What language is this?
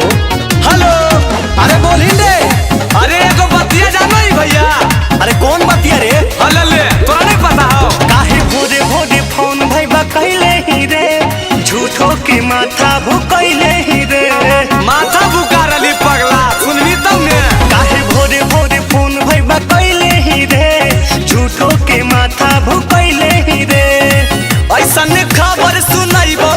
Magahi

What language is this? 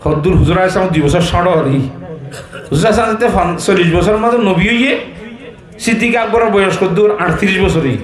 Rohingya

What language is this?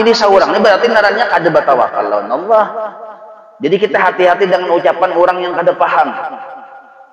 Banjar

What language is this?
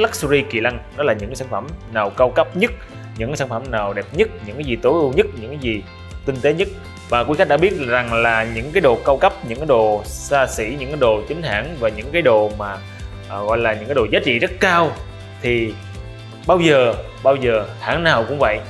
Vietnamese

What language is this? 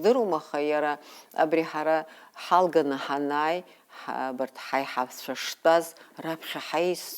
Abkhazian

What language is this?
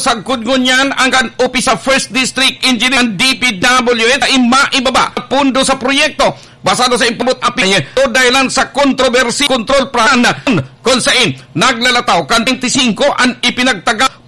Bikol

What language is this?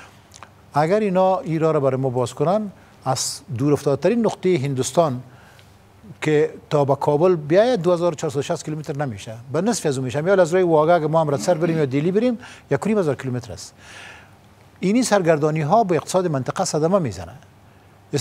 Persian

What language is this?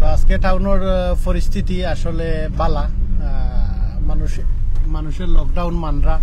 Sylheti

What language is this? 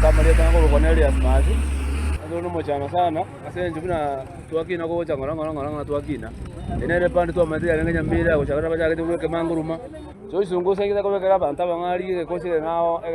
Gusii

